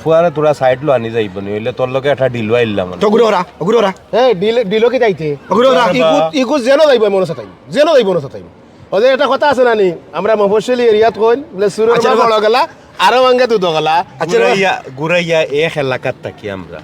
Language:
Sylheti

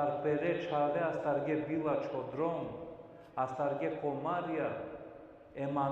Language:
Balkan Romani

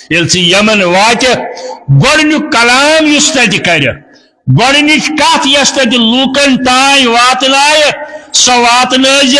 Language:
Kashmiri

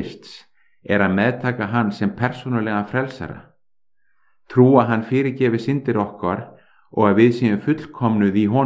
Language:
Icelandic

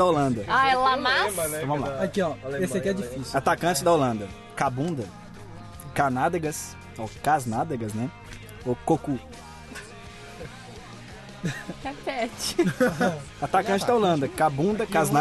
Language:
Portuguese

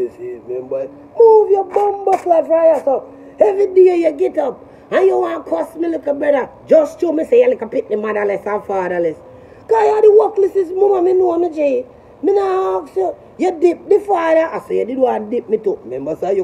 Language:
Jamaican Creole English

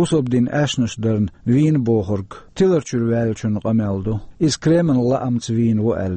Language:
Chechen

